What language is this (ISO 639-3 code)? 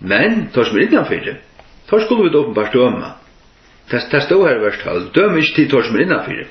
fao